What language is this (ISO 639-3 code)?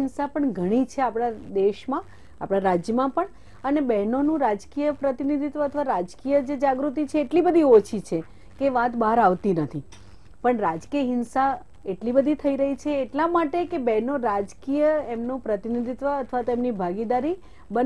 guj